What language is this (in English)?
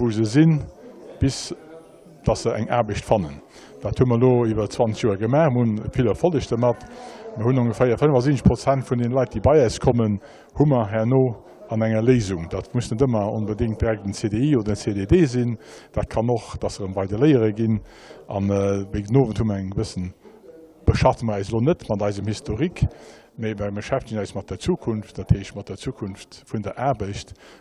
Luxembourgish